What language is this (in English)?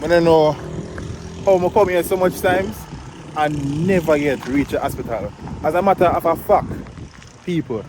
Jamaican Creole English